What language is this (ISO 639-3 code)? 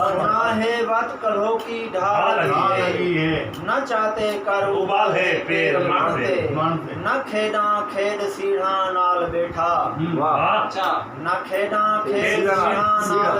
skr